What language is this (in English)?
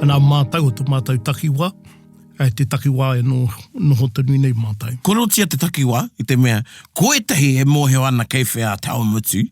Māori